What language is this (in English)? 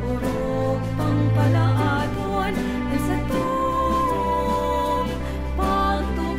Bikol